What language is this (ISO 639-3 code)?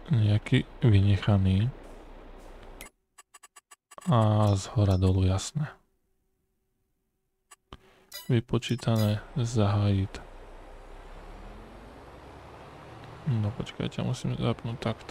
slk